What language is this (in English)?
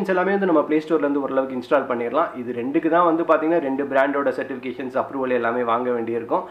Tamil